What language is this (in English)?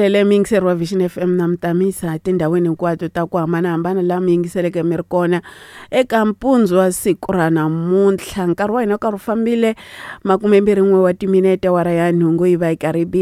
Tsonga